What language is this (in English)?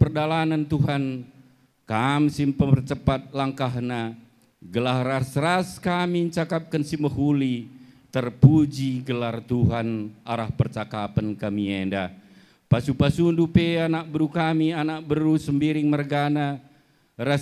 Batak Karo